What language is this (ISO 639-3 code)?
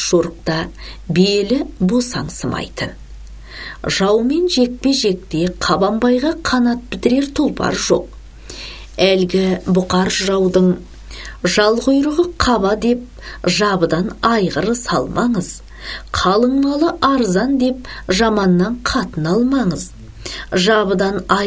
kaz